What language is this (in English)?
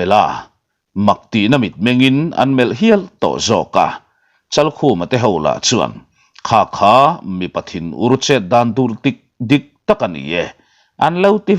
Mizo